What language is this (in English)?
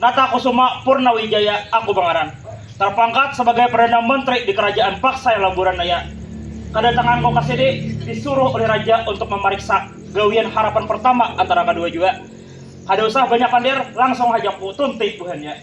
Banjar